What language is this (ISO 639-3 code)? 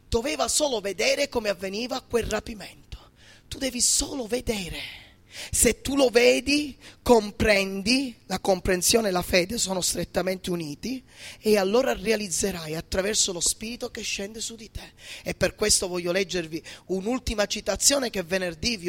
ita